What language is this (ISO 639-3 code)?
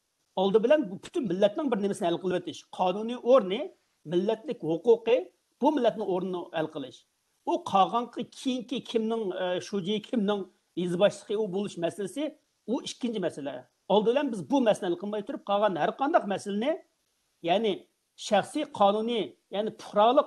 uig